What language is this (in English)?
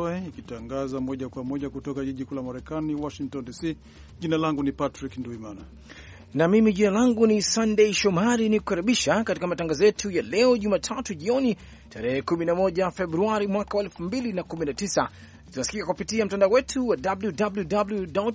Swahili